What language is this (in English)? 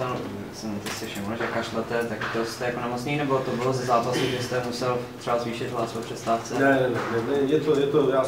Czech